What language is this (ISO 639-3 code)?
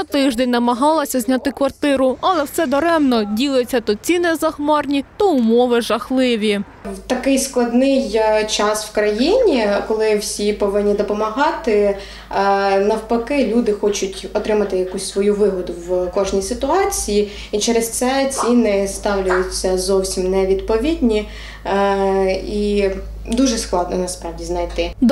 ukr